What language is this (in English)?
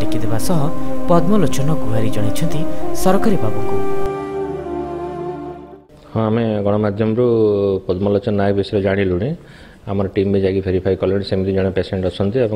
Odia